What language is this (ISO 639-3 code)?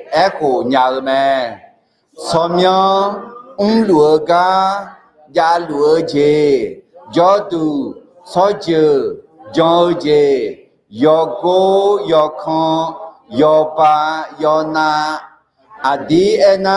ahk